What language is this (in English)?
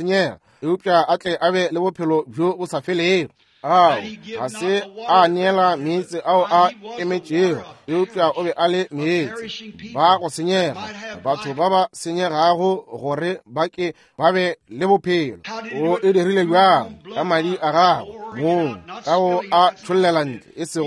Northern Sotho